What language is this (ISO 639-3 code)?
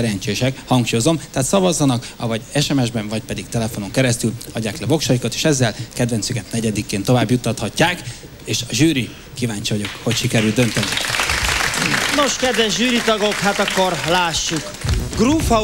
hun